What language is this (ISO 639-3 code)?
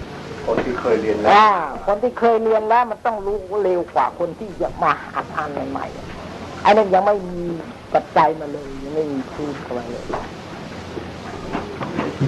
tha